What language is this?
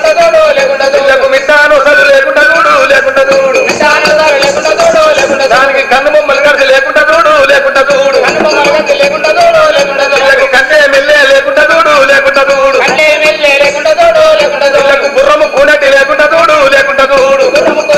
Telugu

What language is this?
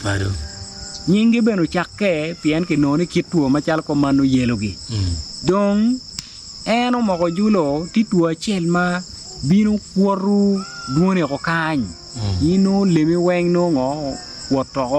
Acoli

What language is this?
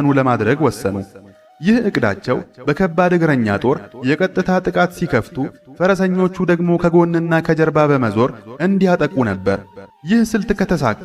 Amharic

